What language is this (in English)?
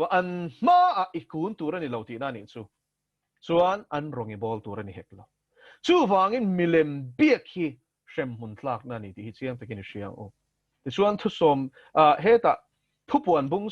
Mizo